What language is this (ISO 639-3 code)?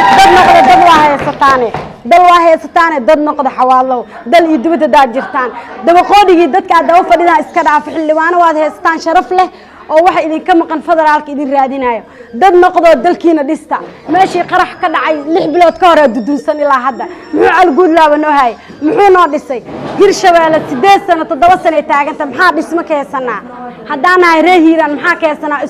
som